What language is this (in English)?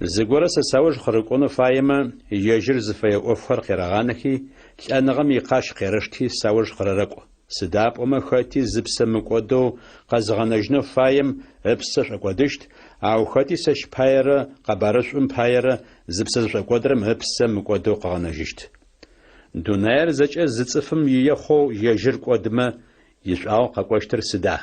Adyghe